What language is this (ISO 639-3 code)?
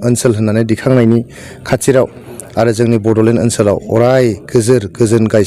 brx